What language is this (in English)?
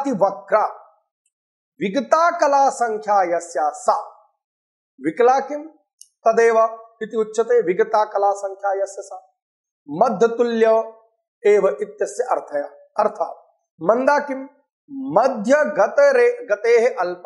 Sanskrit